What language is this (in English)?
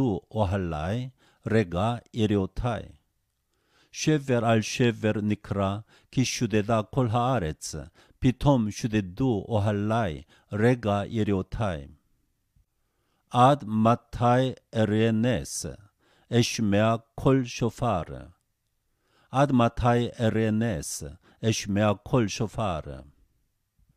Hebrew